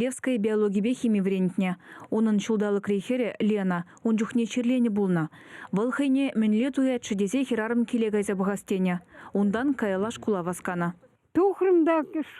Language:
Chuvash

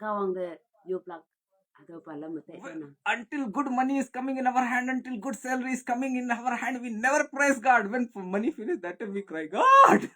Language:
Konyak Naga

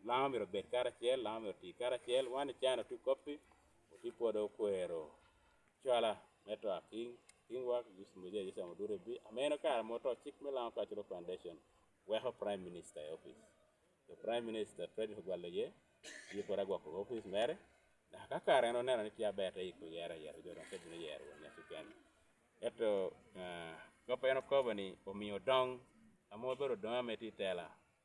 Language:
Lango (Uganda)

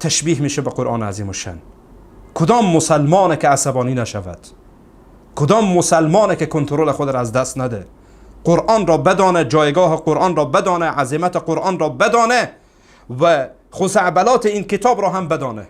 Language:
Persian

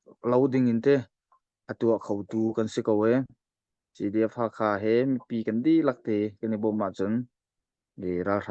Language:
Hakha Chin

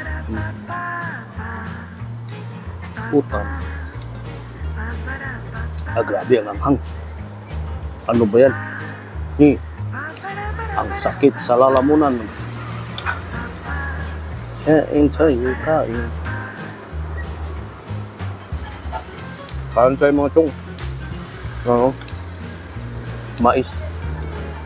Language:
Filipino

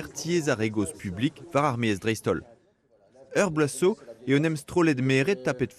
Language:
Breton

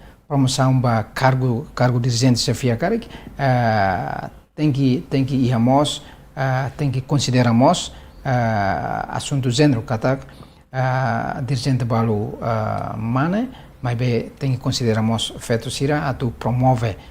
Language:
Tetum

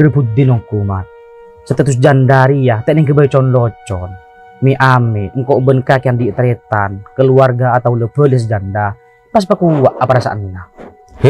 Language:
Madurese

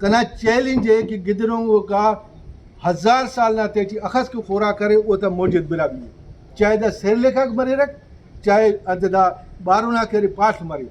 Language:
Brahui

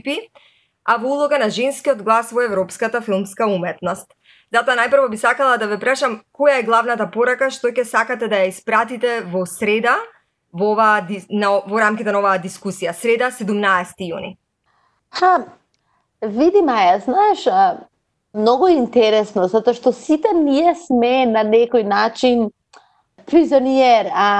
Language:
Macedonian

